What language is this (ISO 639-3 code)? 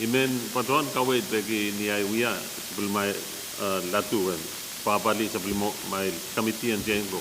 pon